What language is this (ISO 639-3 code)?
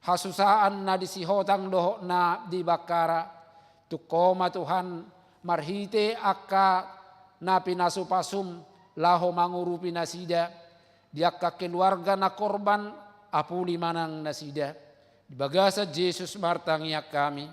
bbc